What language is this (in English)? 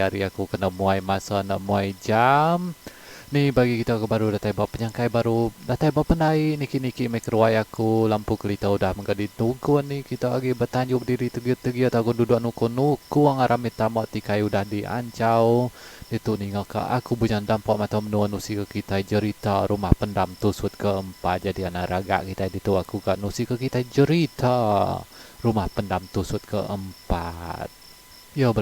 Iban